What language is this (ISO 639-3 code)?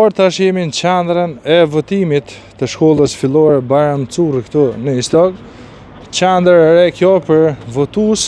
sqi